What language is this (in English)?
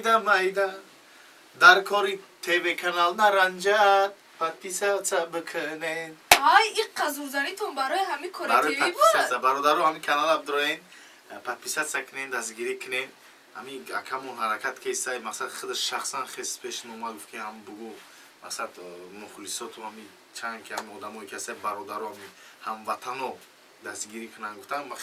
Tajik